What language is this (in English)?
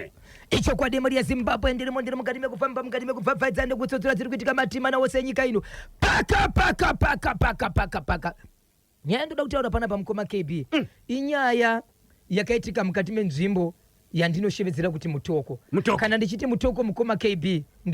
Shona